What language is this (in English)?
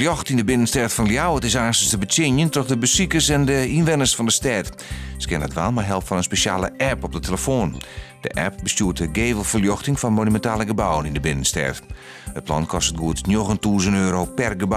Western Frisian